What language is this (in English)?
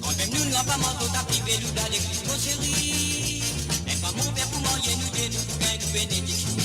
Morisyen